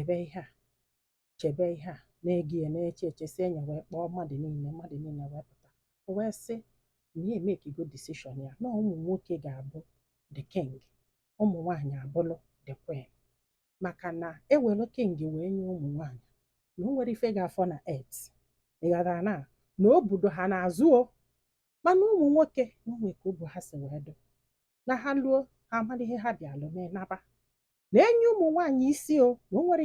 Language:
Igbo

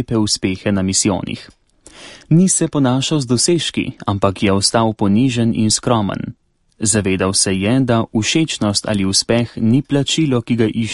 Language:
Slovenian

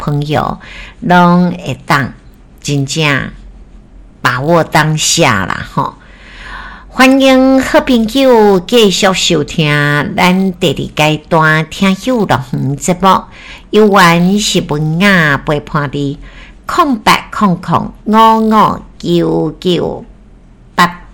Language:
Min Nan Chinese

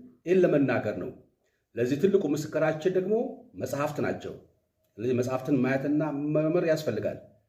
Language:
Amharic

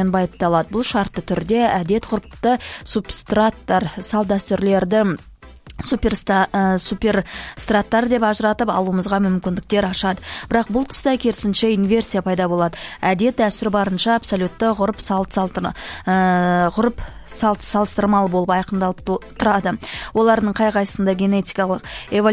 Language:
Kazakh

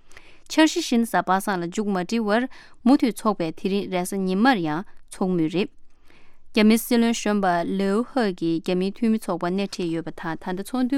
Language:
Tibetan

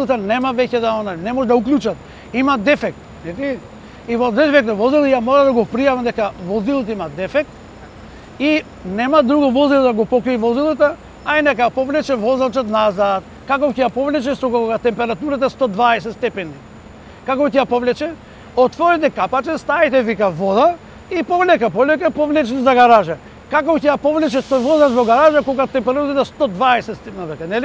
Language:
Macedonian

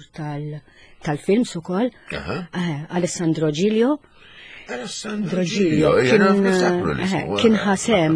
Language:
Maltese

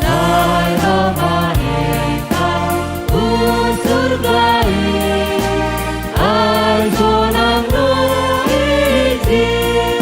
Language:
Batak Simalungun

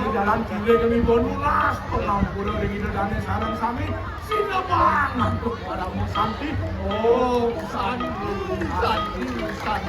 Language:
Balinese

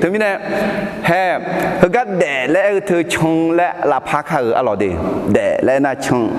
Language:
Akha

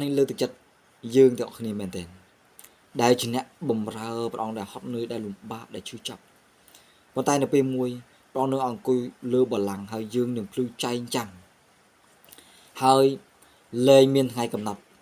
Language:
Khmer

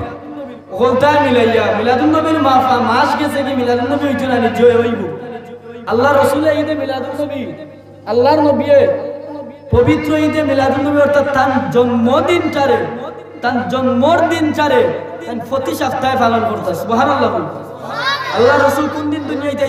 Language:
Sylheti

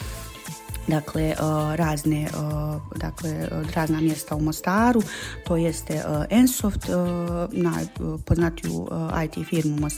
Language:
Bosnian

